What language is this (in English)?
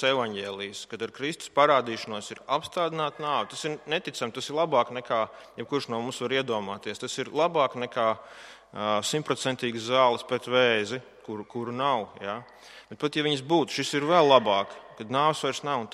Latvian